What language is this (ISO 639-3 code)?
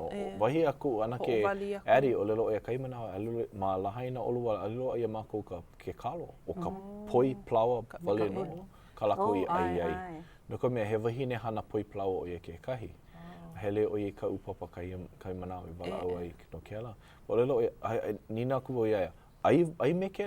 haw